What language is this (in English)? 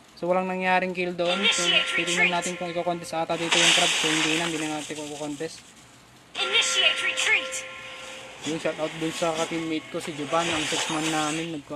Filipino